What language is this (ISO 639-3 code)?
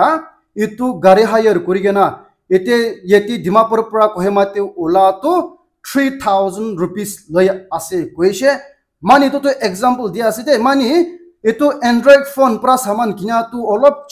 nag